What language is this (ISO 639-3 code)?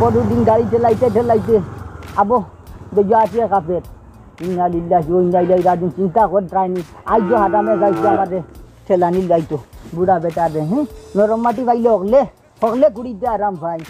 syl